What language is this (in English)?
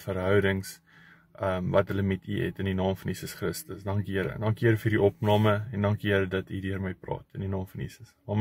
Afrikaans